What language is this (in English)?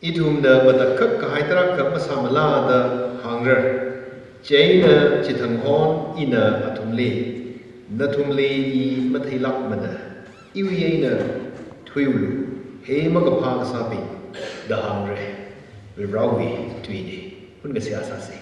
Tangkhul Naga (India)